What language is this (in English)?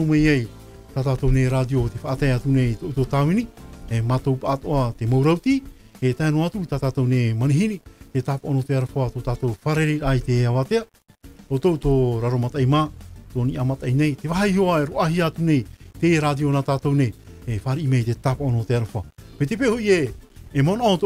Tahitian